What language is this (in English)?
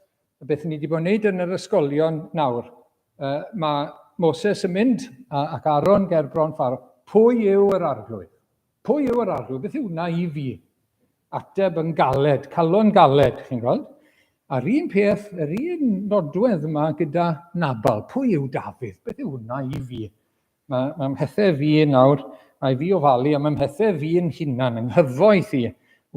Welsh